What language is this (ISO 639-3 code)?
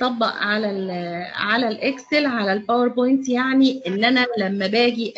arz